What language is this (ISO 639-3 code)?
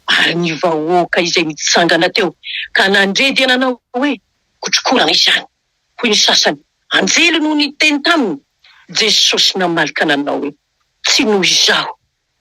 mlg